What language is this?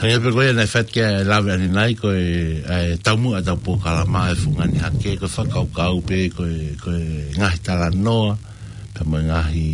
Tongan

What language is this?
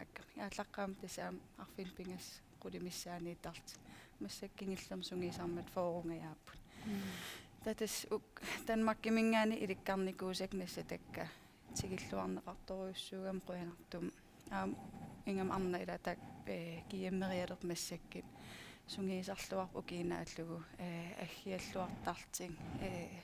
Kalaallisut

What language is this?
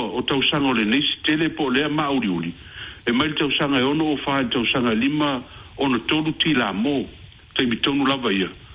Samoan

